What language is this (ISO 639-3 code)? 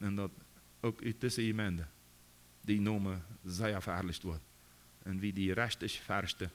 pdt